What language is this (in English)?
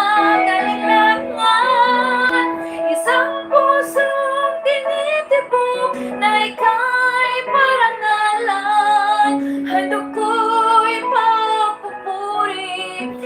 Iloko